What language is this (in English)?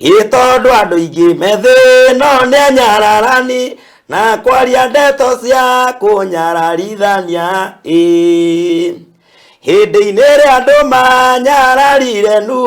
Kikuyu